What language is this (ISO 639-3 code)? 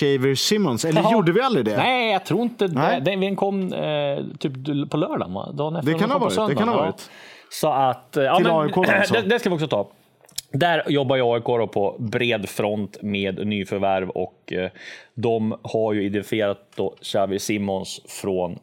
swe